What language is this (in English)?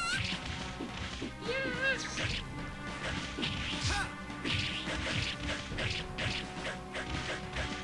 Portuguese